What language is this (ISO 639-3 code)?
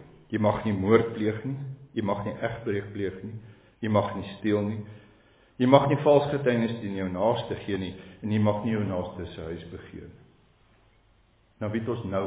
afr